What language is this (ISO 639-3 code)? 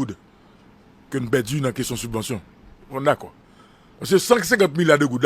hat